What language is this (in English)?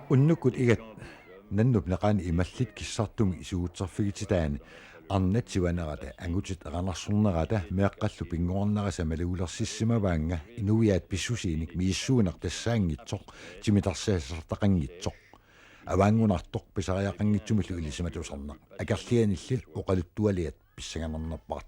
Kalaallisut